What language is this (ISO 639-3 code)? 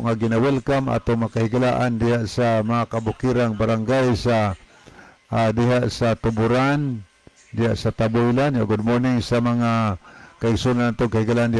ceb